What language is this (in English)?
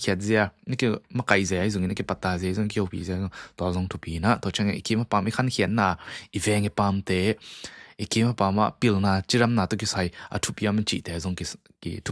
Tedim Chin